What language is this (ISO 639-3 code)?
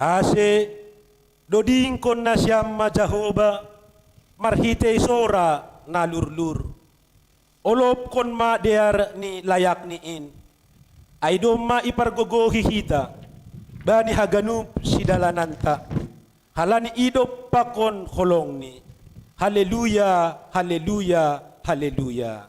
bts